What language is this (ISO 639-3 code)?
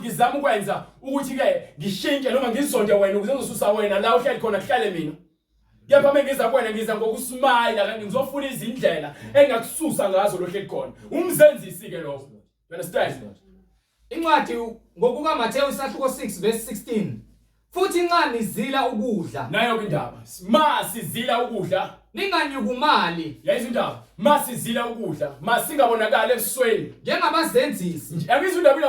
zul